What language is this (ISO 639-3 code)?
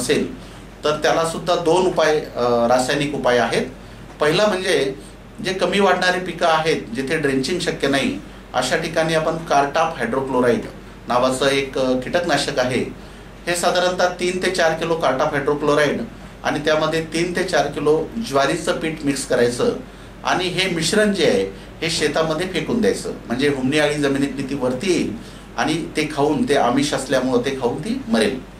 mar